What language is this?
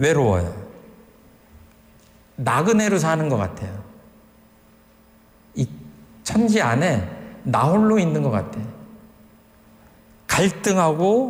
Korean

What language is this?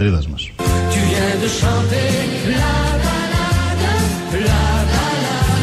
Greek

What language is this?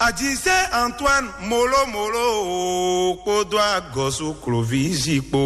Fon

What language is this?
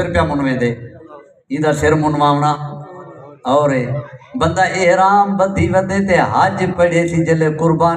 Saraiki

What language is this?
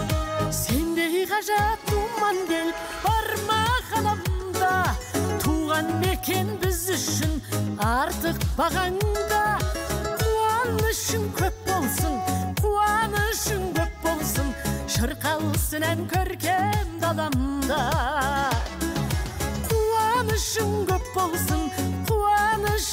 Kazakh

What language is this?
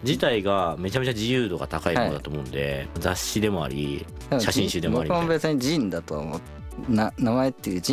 Japanese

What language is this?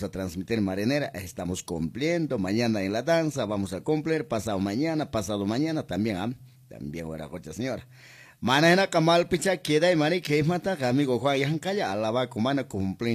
Quechua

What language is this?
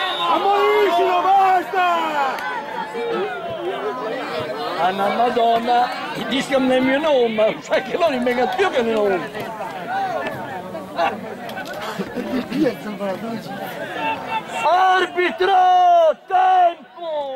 Italian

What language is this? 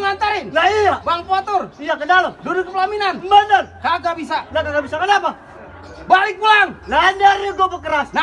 Betawi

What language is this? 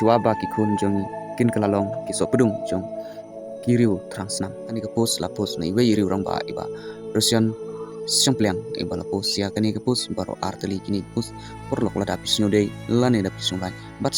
Khasi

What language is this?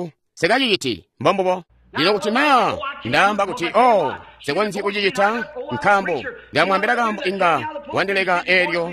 Tonga (Zambia)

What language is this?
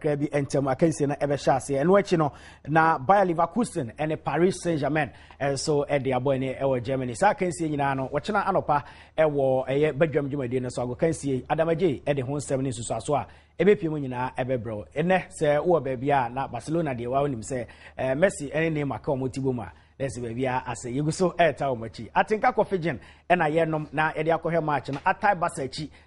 Akan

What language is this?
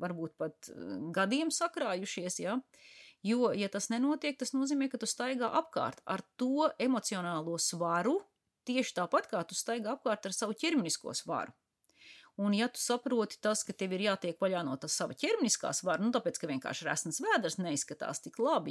Latvian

